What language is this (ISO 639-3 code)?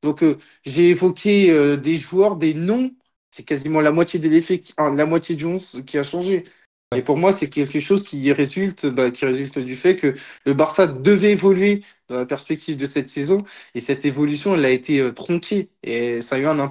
fra